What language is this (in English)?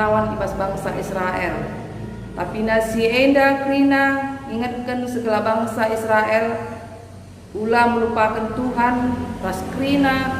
Batak Karo